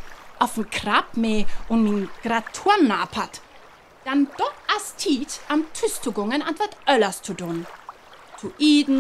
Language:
Northern Frisian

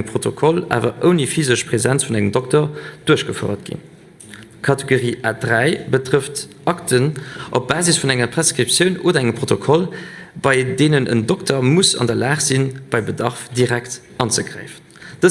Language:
Luxembourgish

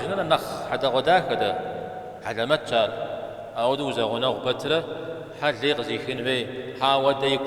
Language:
Kabardian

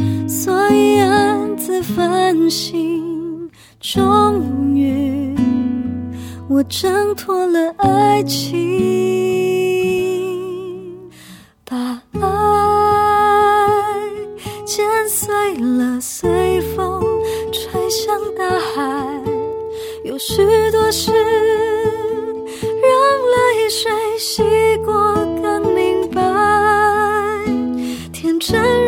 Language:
Chinese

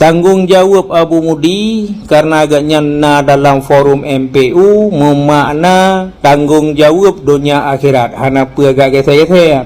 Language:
Achinese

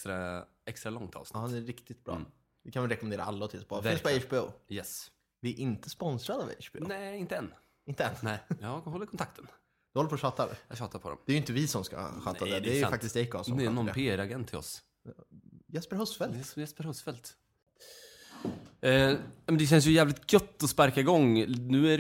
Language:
Swedish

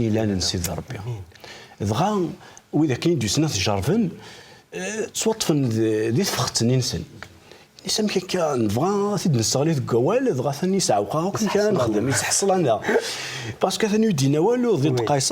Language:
Kabyle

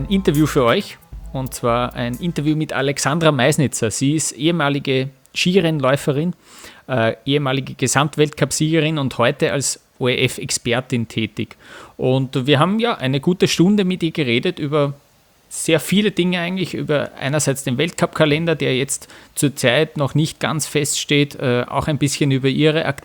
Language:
German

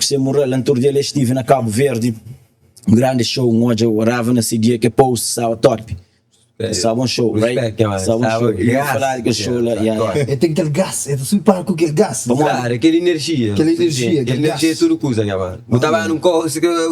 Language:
Kabuverdianu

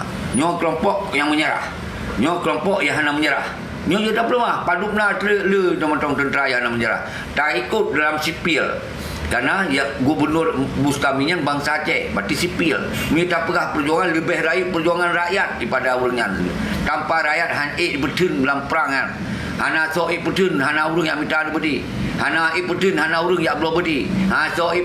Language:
Achinese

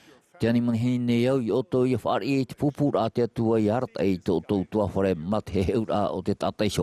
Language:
Tahitian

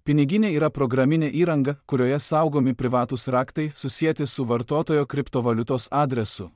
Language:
Lithuanian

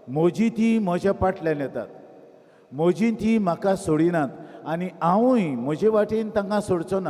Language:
Konkani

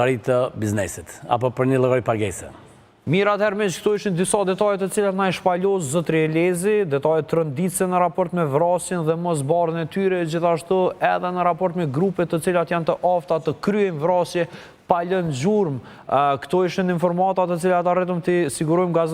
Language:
Albanian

